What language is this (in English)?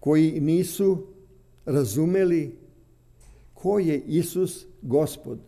Serbian